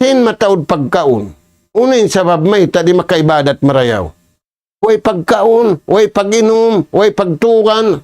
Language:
Tausug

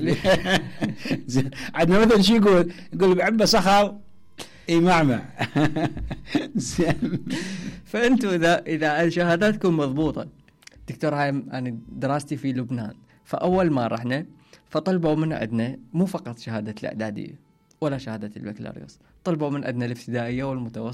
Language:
Mesopotamian Arabic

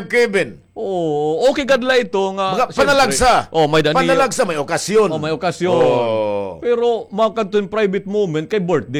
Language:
Waray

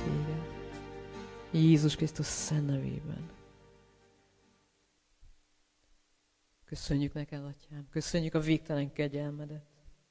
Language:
Hungarian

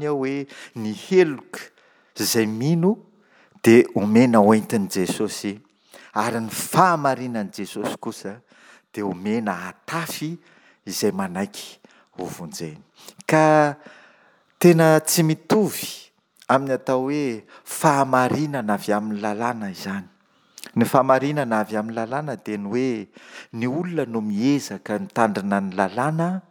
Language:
Malagasy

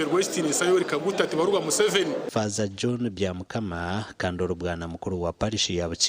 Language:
Nyankole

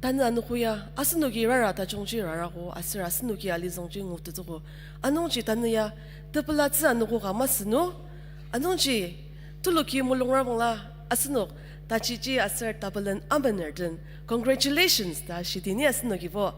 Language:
Ao Naga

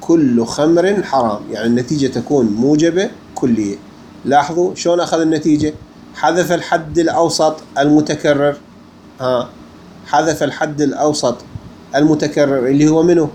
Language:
Mesopotamian Arabic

